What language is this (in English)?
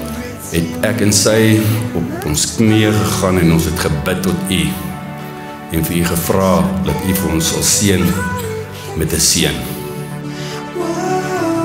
Afrikaans